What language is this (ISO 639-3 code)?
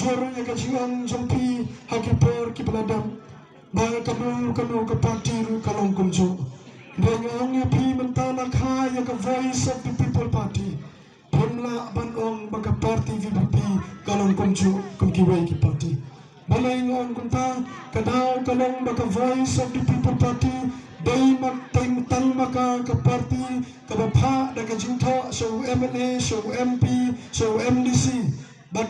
kha